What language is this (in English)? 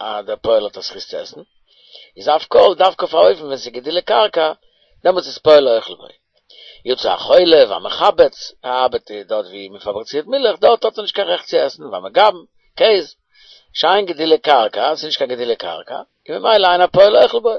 Yiddish